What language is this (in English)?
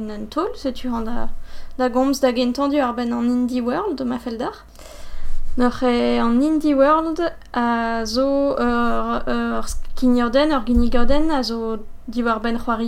Breton